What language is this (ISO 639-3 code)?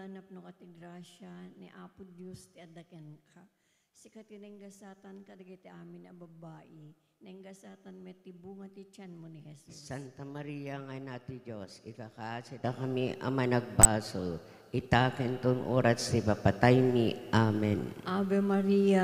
ilo